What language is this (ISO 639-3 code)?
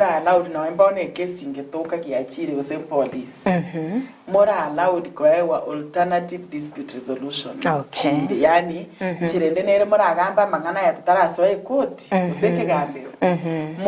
guz